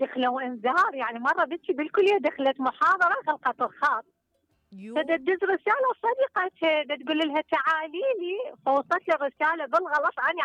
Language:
Mesopotamian Arabic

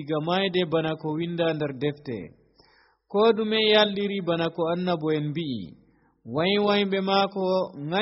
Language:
Nigerian Fulfulde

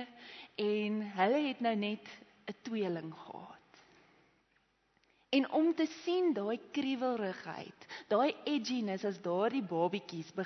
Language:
Afrikaans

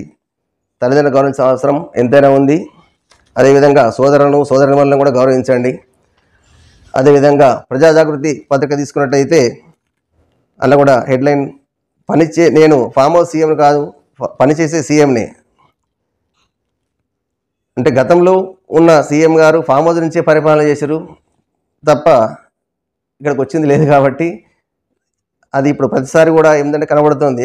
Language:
Telugu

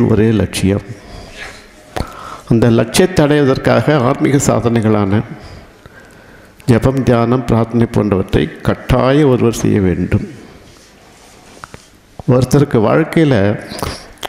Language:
Tamil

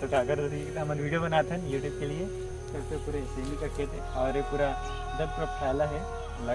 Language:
Chhattisgarhi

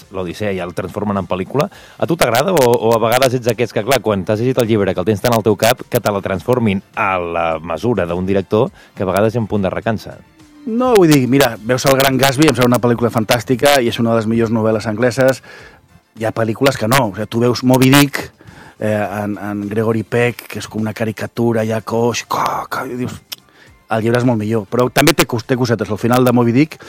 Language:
Catalan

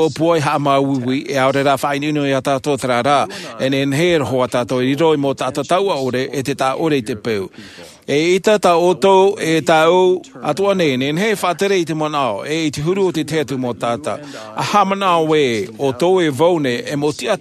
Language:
Tahitian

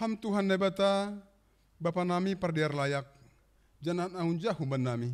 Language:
Batak Simalungun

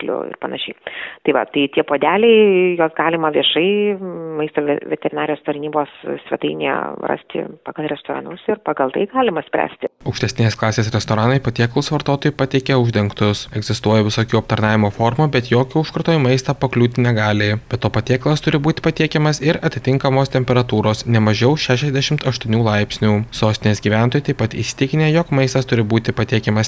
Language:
Lithuanian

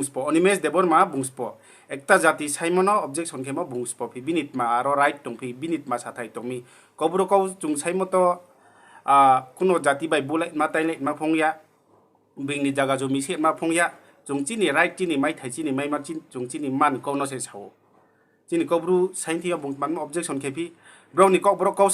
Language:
Riang (India)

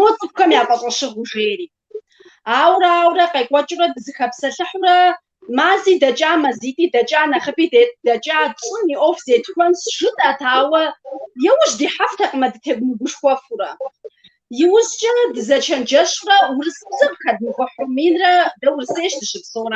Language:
Kabardian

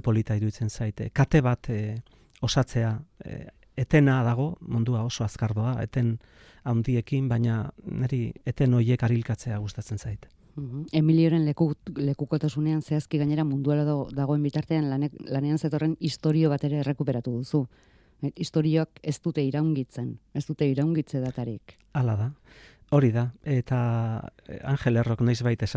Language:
Basque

